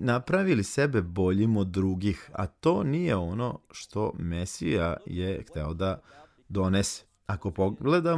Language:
Serbian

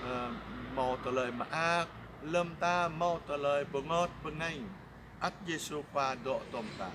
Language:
Jarai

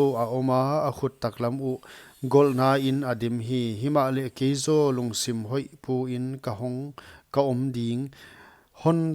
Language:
Paite Chin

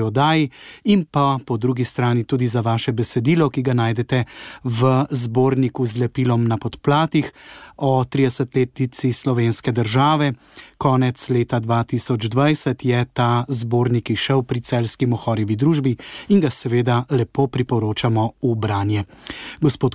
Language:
Slovenian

